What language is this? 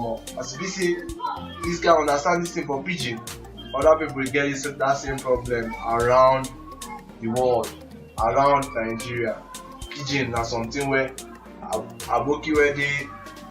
Nigerian Pidgin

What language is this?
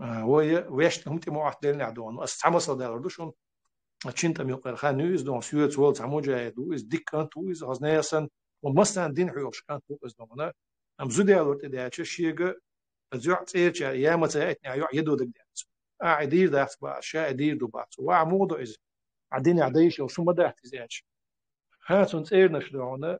Chechen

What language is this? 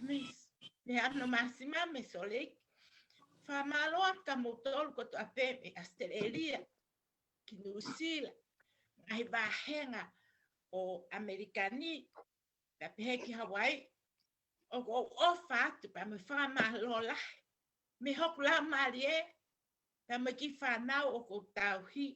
Tongan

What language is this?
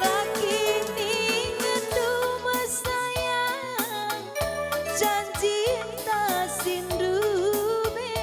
Batak Karo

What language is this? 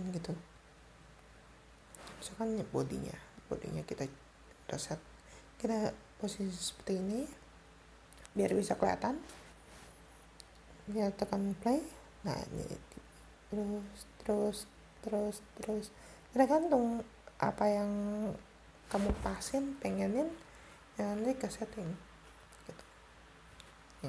Indonesian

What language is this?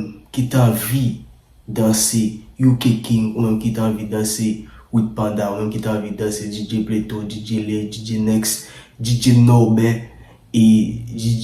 Haitian Creole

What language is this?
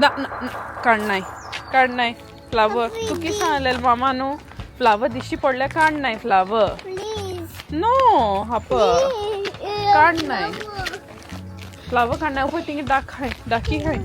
Konkani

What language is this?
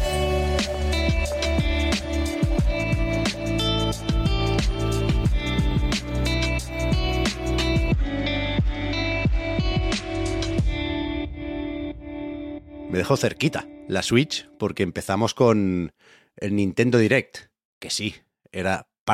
Spanish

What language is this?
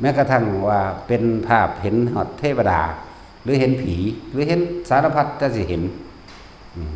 Northeastern Thai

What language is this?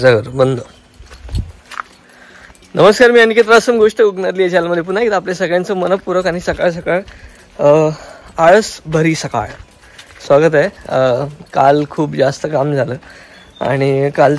Marathi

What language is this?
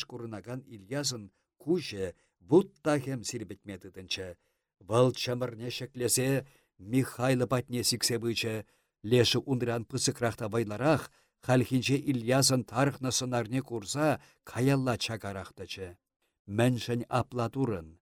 Chuvash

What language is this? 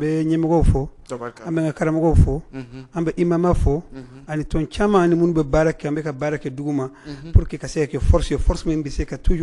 Bambara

